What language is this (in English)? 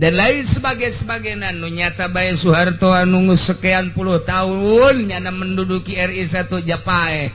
Sundanese